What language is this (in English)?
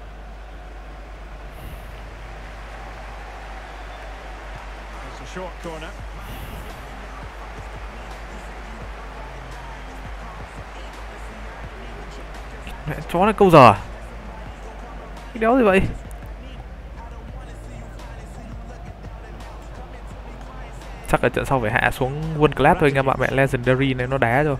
Vietnamese